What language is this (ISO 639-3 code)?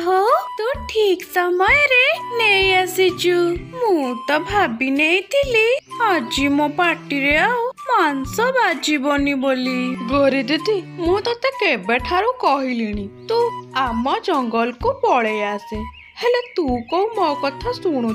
ori